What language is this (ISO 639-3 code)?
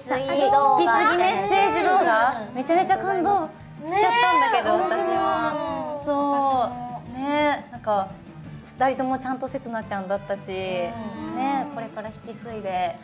jpn